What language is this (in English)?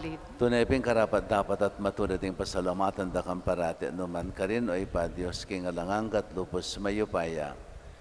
Pampanga